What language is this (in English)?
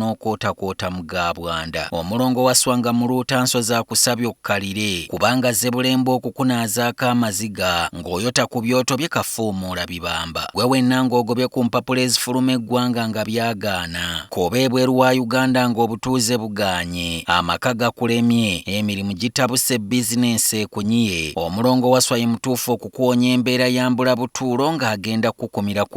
Ganda